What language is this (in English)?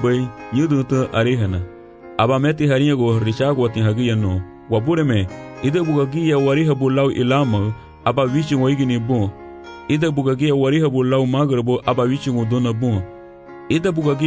Garifuna